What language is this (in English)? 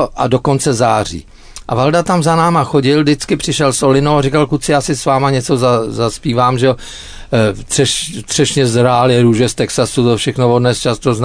Czech